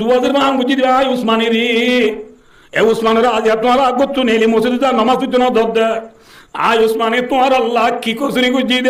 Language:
Rohingya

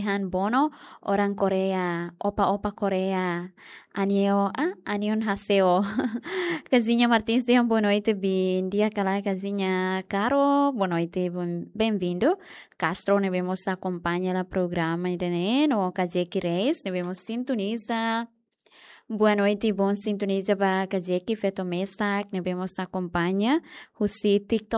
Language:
Tetum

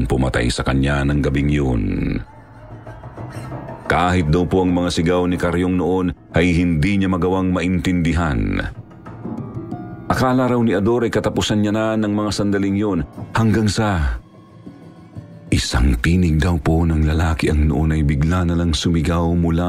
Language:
Filipino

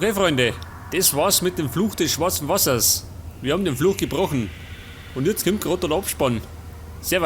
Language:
Bavarian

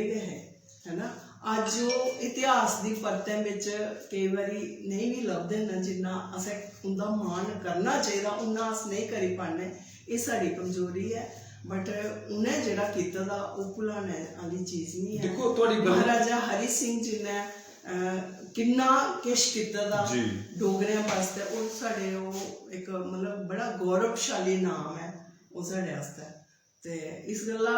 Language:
Dogri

